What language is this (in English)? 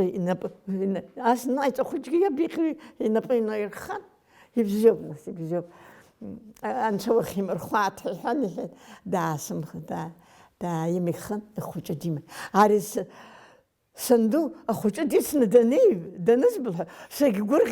Abkhazian